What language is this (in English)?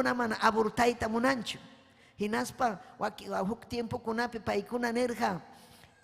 Ayacucho Quechua